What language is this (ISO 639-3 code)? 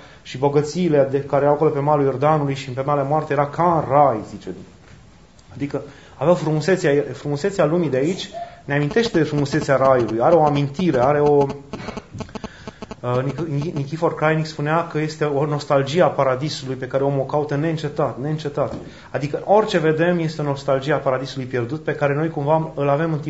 ron